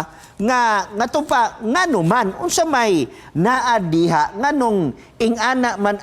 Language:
Cebuano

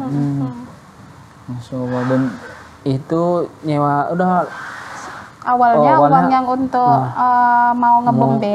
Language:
Indonesian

